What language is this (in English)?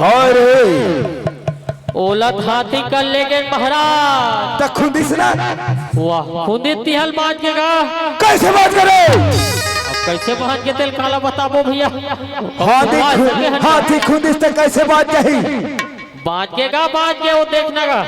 Chhattisgarhi